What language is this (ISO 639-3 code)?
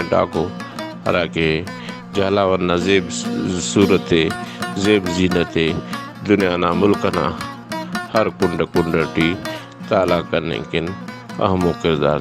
brh